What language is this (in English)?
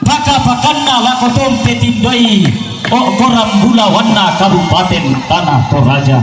Toraja-Sa'dan